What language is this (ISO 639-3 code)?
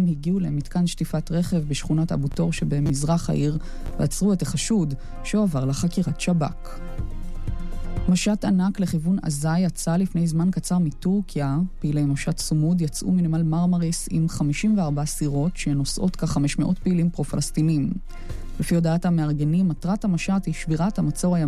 heb